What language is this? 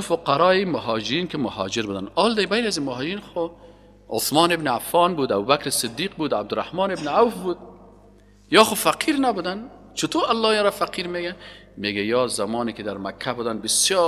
Tajik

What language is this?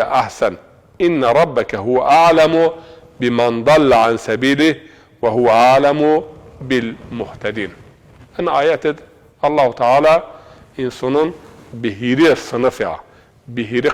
Zaza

